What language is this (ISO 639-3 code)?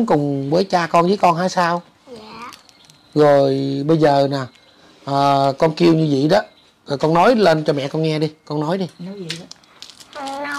vie